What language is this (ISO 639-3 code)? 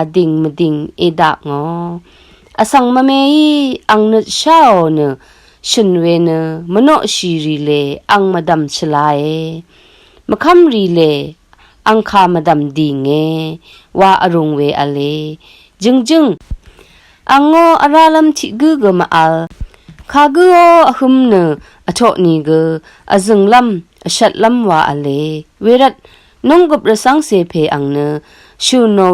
raw